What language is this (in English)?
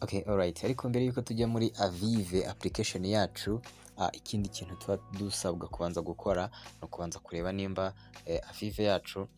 Kinyarwanda